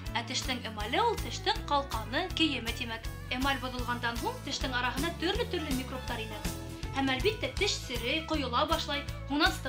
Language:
Bashkir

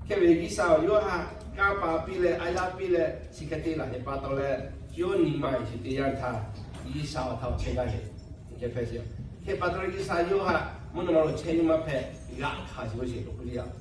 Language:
Lahu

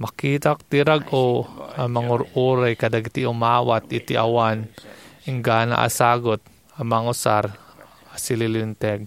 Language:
Iloko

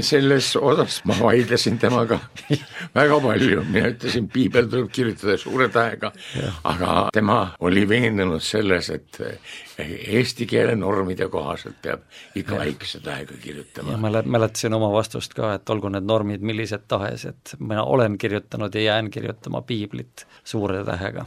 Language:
Estonian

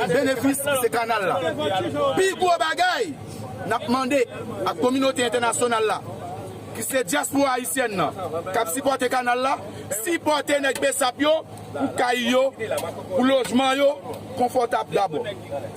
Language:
Haitian Creole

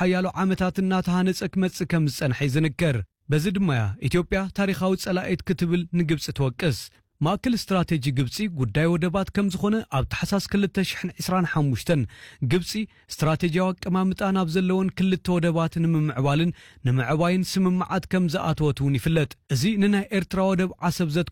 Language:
Tigrinya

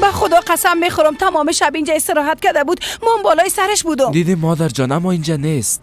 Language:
Persian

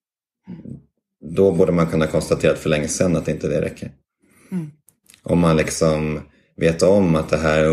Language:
Swedish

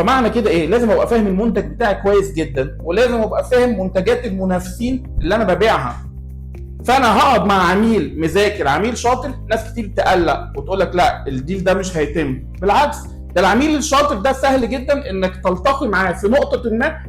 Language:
Egyptian Arabic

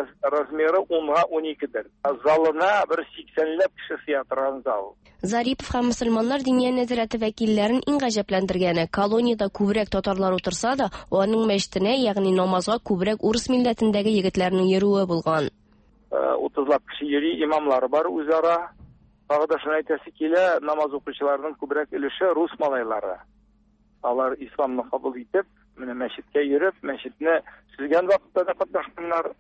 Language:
Tatar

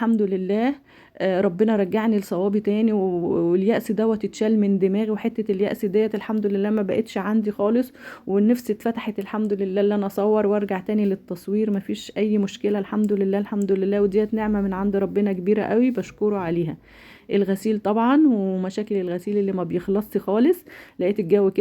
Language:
Egyptian Arabic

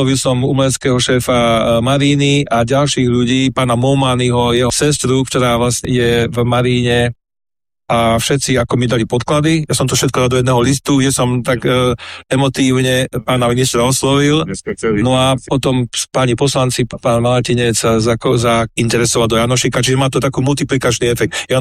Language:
Slovak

